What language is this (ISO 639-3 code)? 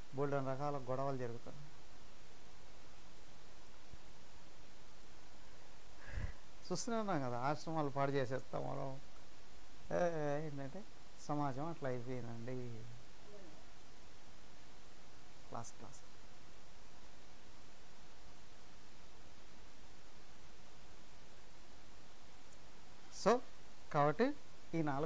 tel